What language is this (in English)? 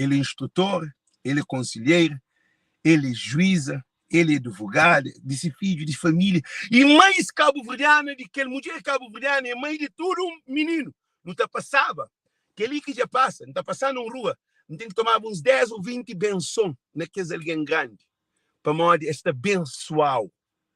Kabuverdianu